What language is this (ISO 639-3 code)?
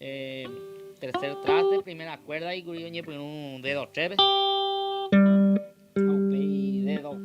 grn